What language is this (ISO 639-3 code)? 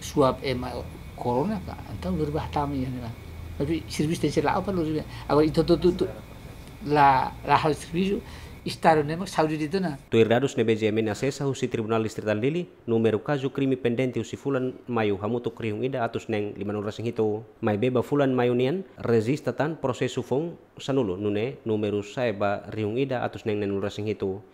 tet